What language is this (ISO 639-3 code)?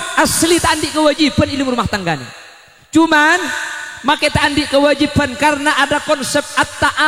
mad